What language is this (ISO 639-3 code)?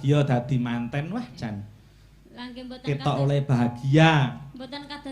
jav